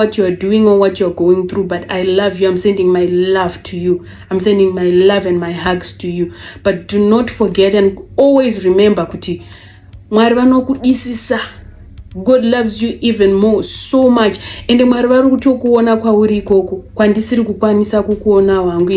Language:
Shona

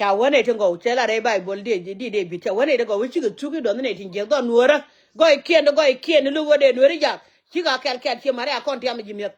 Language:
Nuer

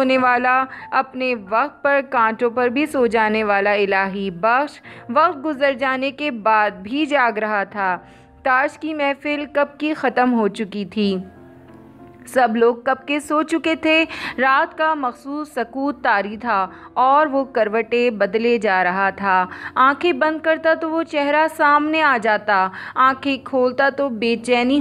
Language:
Urdu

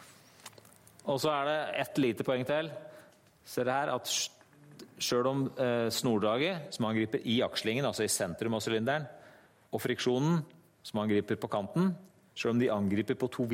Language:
Norwegian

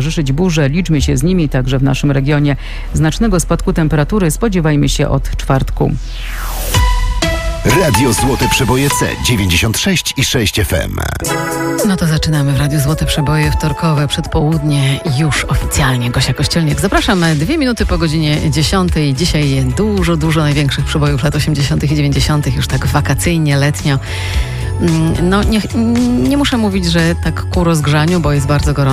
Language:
Polish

